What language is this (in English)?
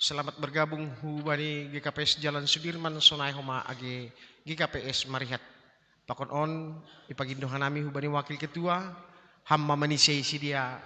Batak Simalungun